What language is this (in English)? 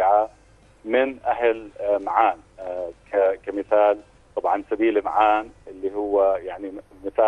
North Levantine Arabic